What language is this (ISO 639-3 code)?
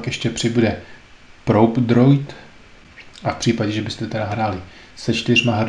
ces